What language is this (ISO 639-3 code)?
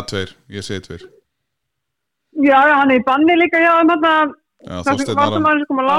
isl